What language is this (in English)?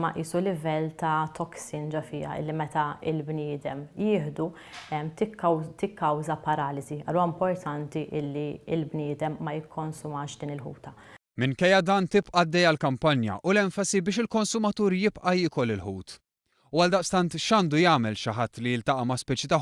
Maltese